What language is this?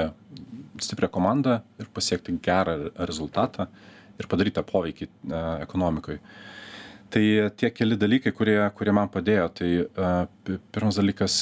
Lithuanian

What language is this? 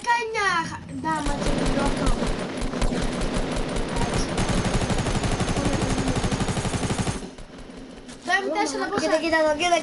Greek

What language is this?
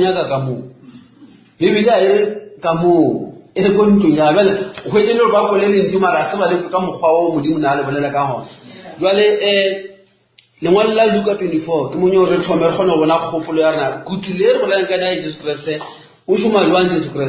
Northern Sotho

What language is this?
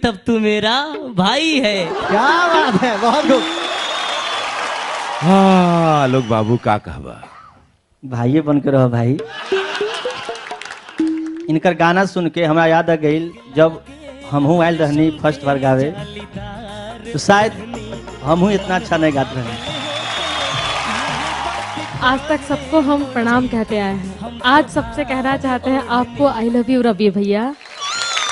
Bhojpuri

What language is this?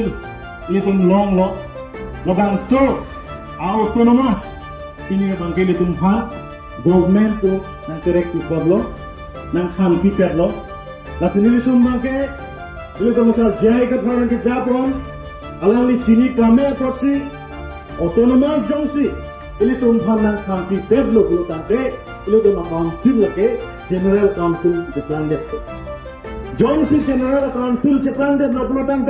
Karbi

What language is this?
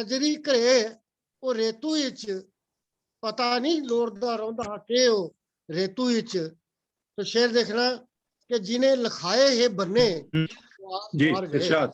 Dogri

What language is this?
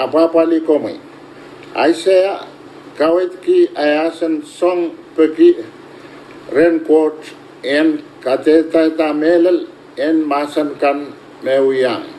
Pohnpeian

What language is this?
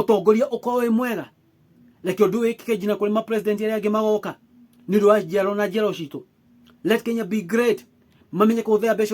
Kikuyu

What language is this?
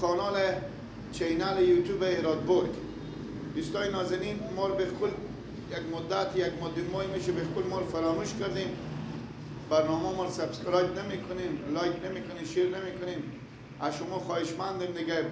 Persian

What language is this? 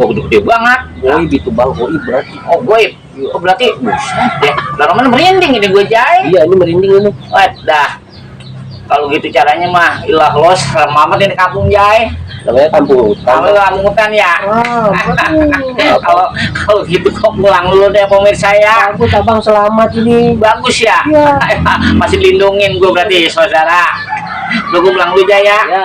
Betawi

